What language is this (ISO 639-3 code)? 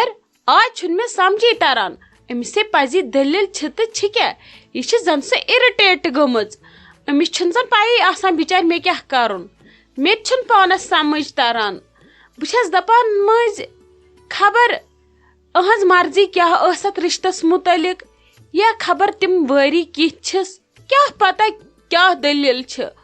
kas